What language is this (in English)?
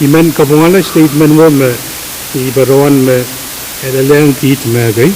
Pohnpeian